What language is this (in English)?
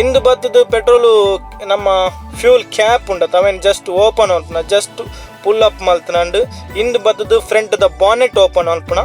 Tulu